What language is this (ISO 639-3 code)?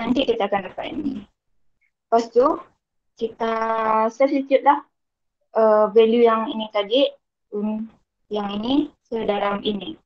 msa